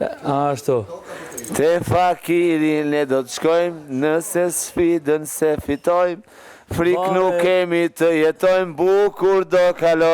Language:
Albanian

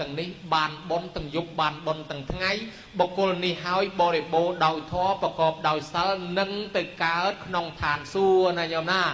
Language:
Khmer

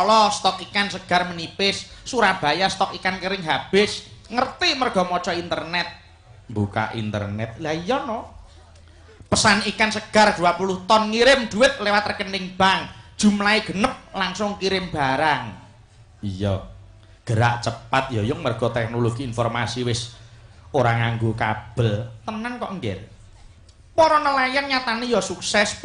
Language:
Javanese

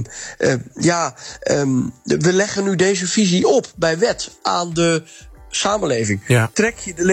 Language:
Dutch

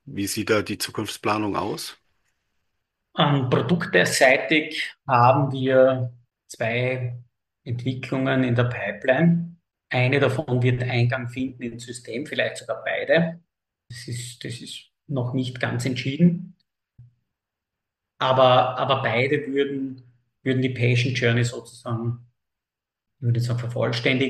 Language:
German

